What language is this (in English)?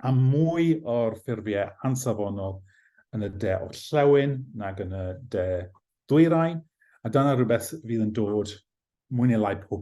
Welsh